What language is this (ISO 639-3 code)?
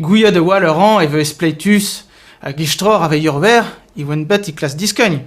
bre